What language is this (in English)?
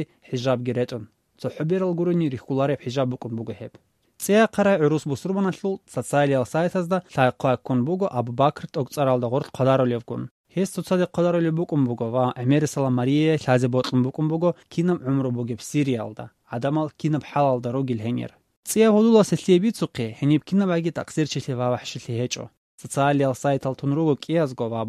Avaric